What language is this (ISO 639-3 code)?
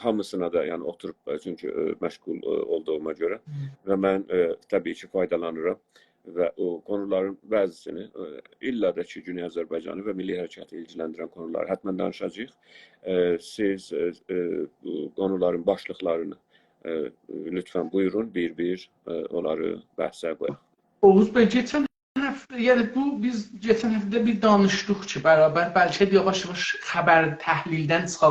azb